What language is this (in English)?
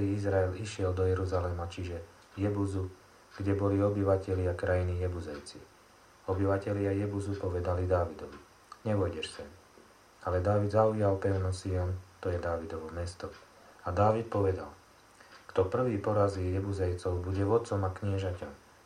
Slovak